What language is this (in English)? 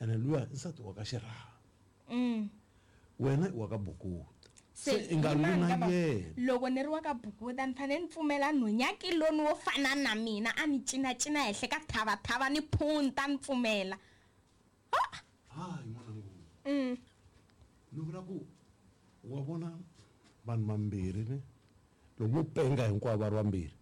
Tsonga